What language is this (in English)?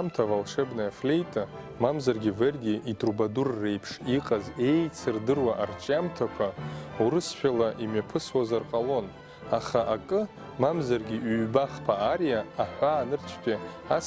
Abkhazian